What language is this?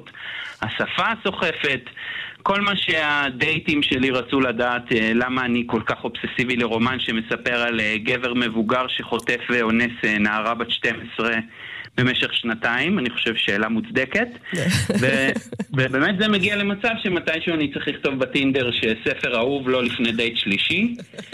Hebrew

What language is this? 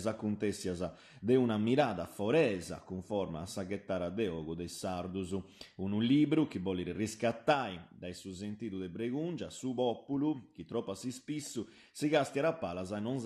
Sardinian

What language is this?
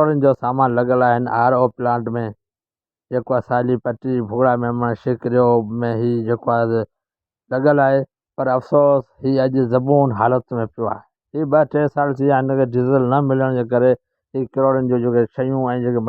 Sindhi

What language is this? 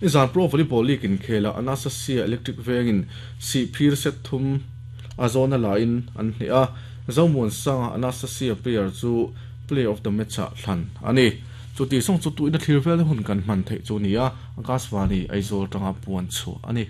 Mizo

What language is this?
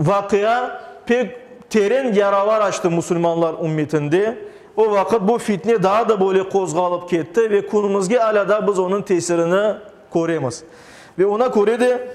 Crimean Tatar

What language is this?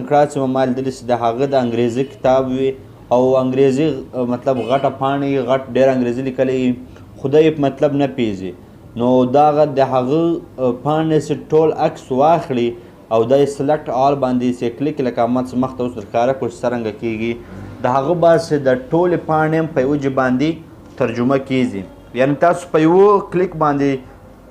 Pashto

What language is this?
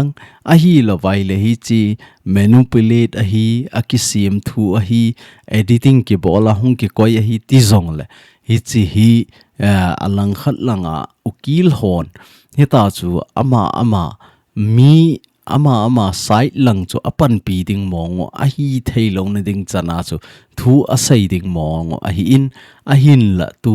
Thado Chin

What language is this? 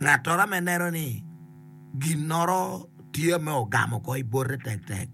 Acoli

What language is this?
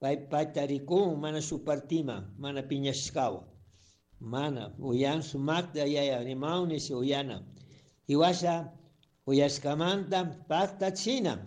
Chimborazo Highland Quichua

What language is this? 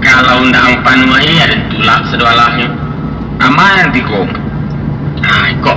Minangkabau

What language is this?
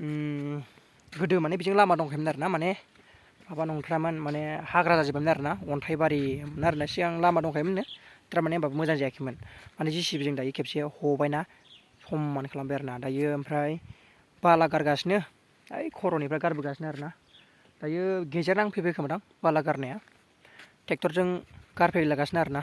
Bodo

